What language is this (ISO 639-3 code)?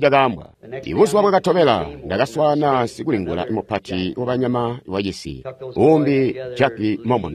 toi